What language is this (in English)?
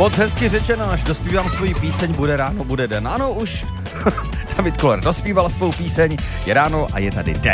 Czech